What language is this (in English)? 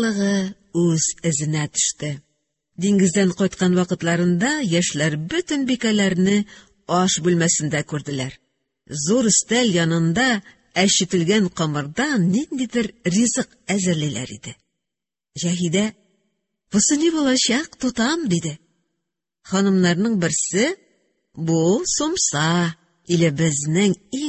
Tatar